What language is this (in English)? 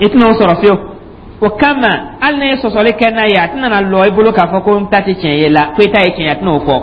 Dyula